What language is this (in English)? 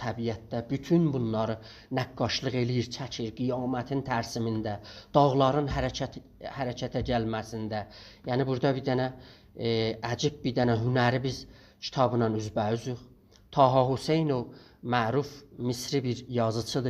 South Azerbaijani